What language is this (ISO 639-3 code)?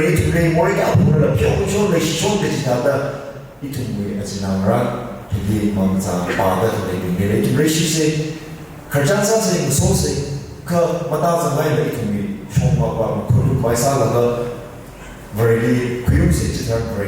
nmf